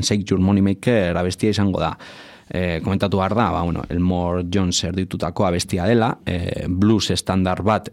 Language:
Basque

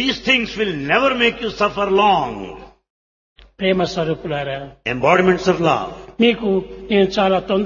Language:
Telugu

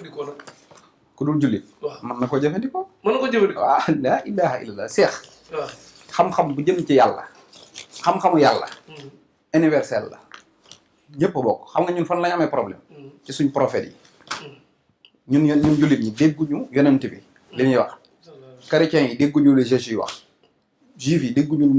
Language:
Wolof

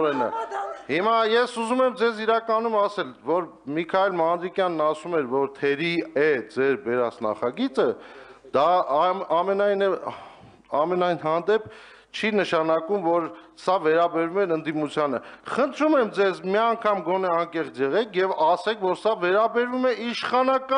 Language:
Armenian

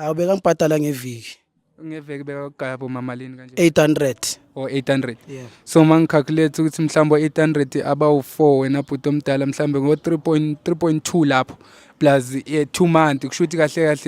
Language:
Zulu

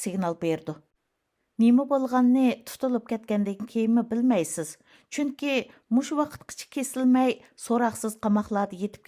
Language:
Uyghur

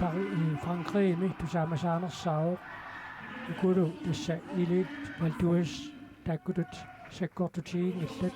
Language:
Kalaallisut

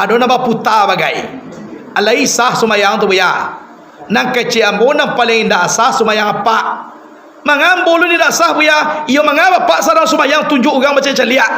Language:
Minangkabau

